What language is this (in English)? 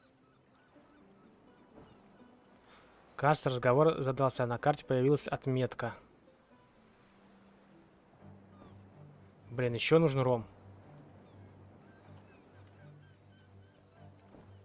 Russian